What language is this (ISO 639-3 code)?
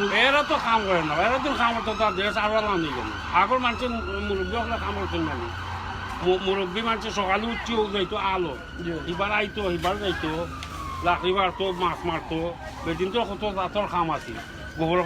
syl